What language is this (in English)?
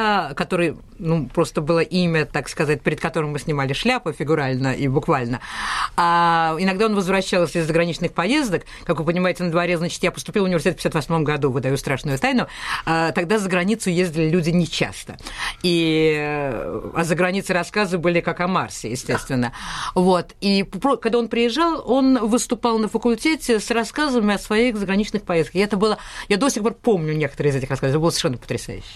Russian